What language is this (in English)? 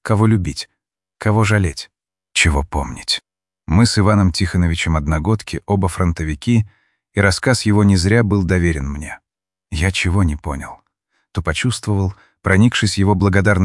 Russian